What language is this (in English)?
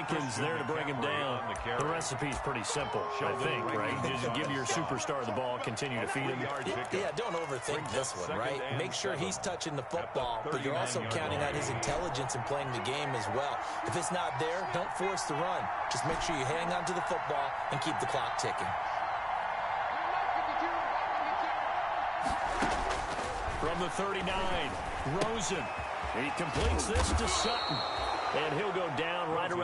English